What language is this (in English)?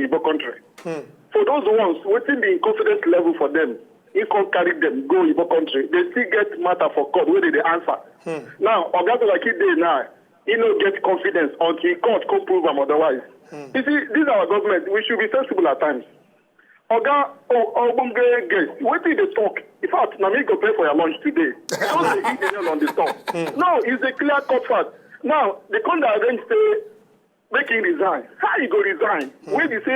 Nigerian Pidgin